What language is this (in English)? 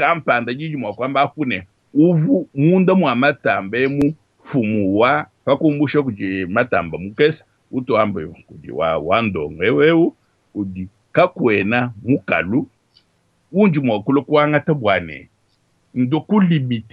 Luba-Lulua